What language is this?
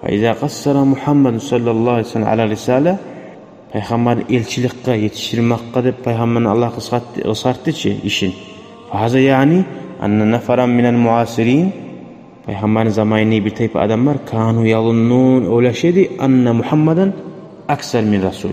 Kumyk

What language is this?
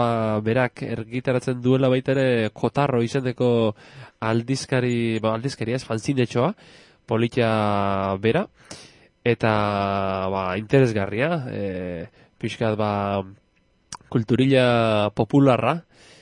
Basque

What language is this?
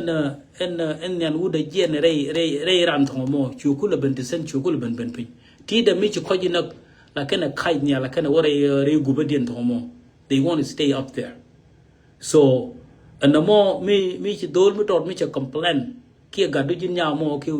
Nuer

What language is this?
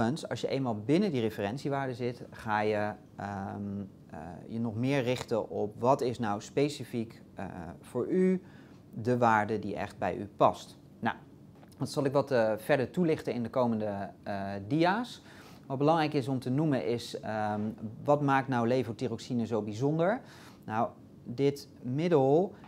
Dutch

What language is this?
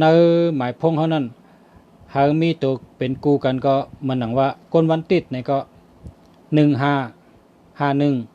Shan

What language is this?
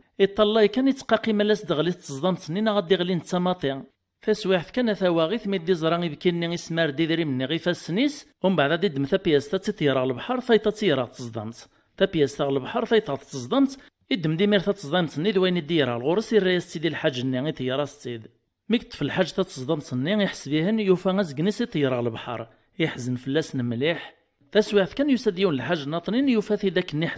Kabyle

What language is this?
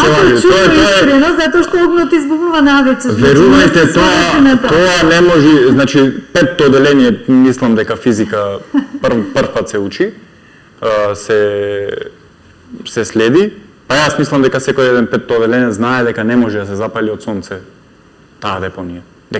Macedonian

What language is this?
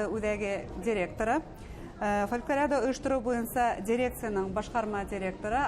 Bashkir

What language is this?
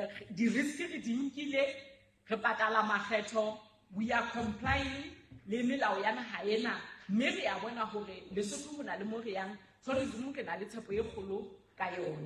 Southern Sotho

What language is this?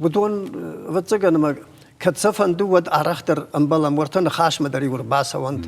Ossetic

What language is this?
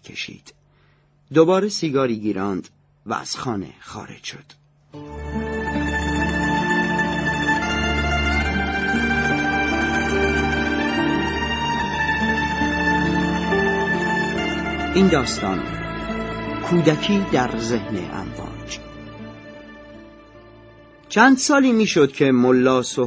Persian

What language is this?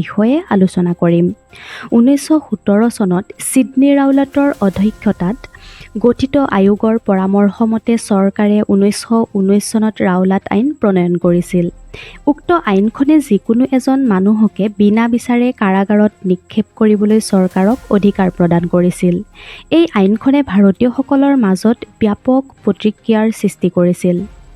Assamese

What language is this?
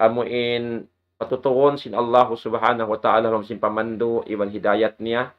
Tausug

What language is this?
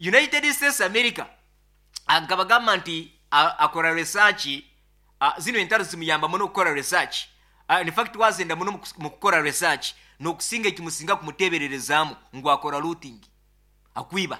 Nyoro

